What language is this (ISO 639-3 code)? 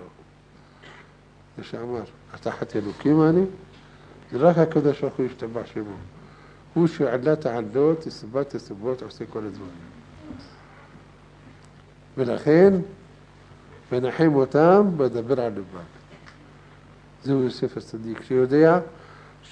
heb